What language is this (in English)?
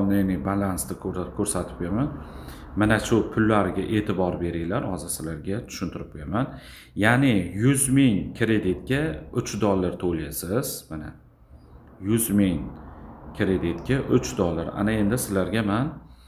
Uzbek